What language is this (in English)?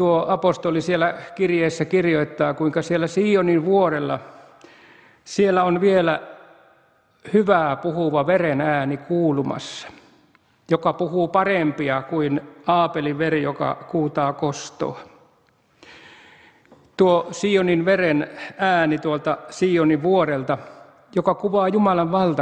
Finnish